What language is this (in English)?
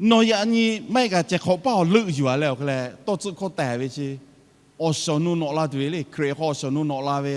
Lahu